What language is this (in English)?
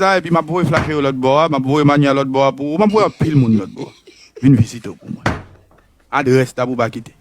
Haitian Creole